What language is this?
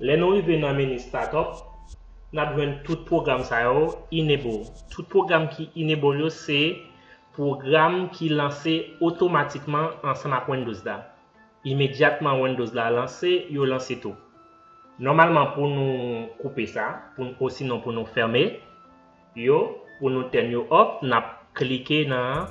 Haitian Creole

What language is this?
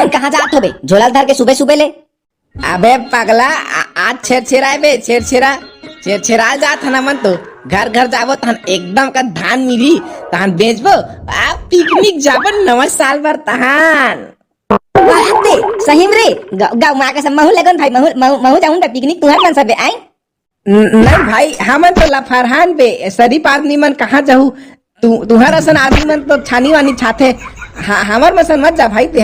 Chhattisgarhi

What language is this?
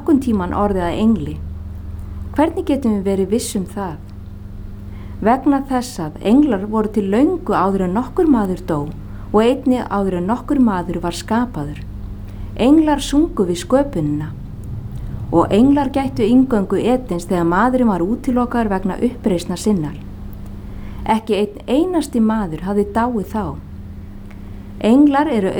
Icelandic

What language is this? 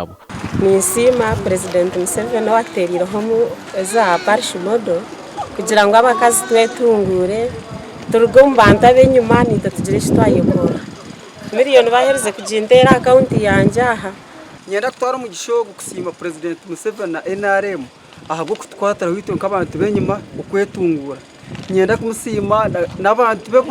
Nyankole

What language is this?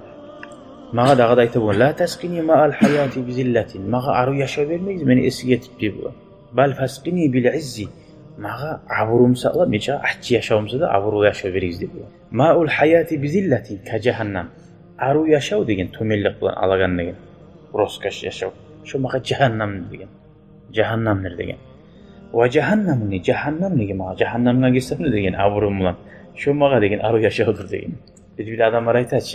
Kumyk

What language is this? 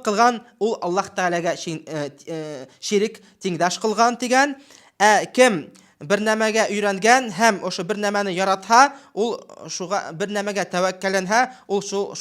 Bashkir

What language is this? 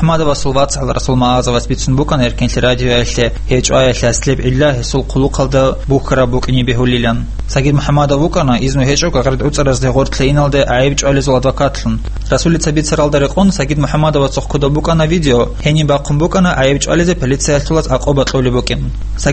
Avaric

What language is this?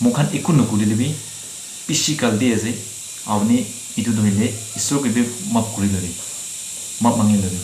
Naga Pidgin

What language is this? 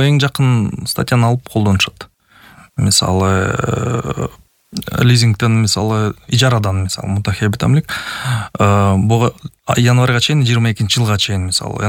Kyrgyz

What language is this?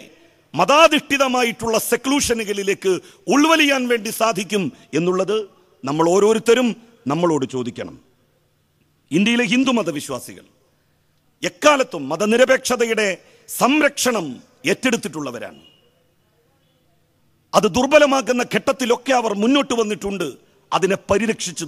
Malayalam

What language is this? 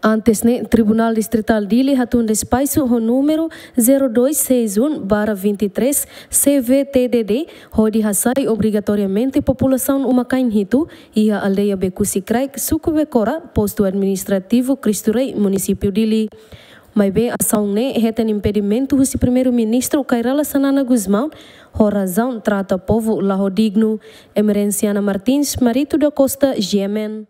Tetum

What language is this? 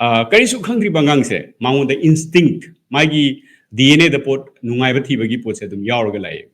Manipuri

